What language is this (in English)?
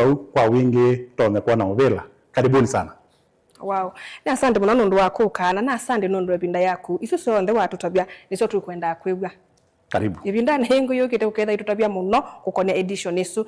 Kamba